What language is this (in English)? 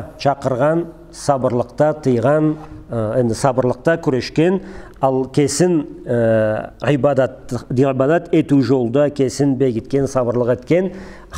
Karachay-Balkar